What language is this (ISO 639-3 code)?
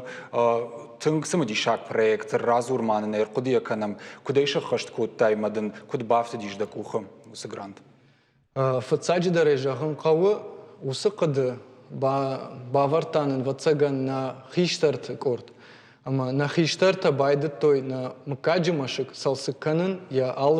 oss